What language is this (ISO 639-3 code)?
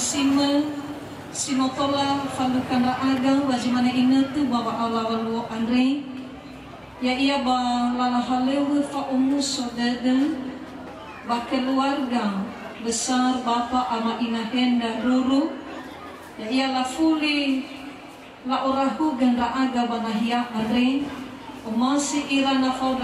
nia